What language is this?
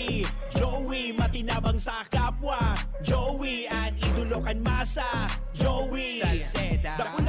Bikol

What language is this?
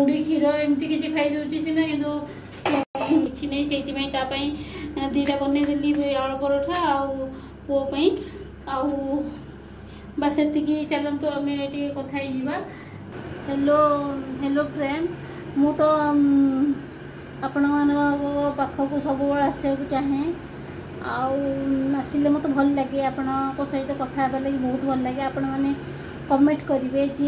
Odia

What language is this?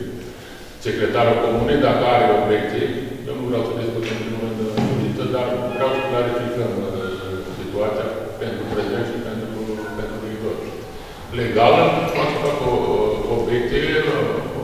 Romanian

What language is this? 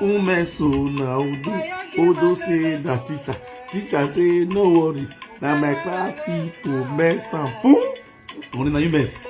Nigerian Pidgin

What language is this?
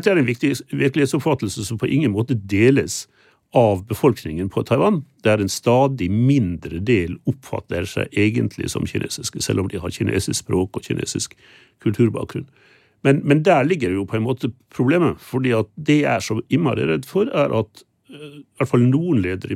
Norwegian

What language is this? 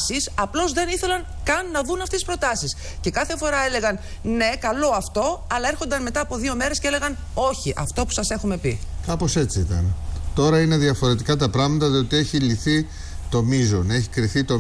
Greek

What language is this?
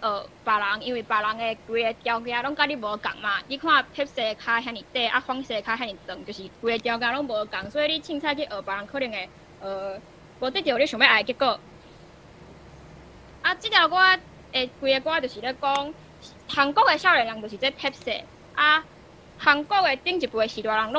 Min Nan Chinese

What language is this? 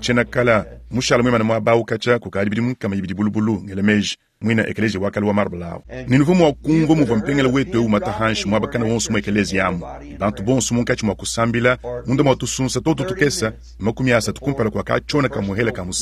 Luba-Lulua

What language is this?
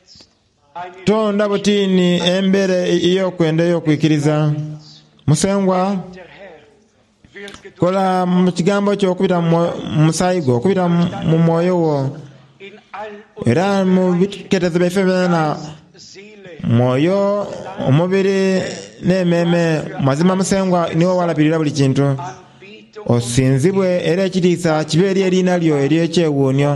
Soga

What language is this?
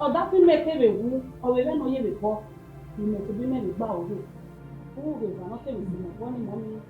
Bini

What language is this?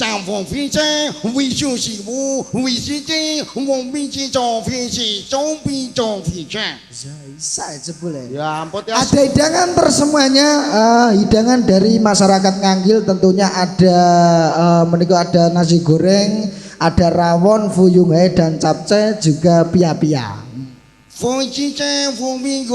Javanese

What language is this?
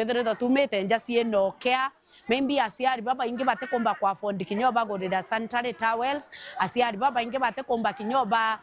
Meru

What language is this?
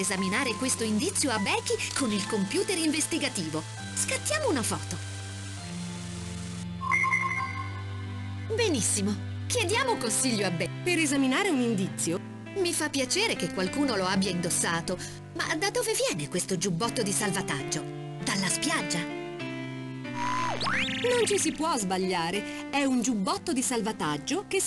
Italian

